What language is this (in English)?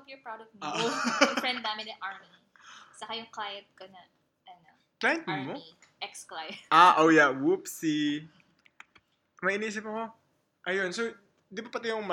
Filipino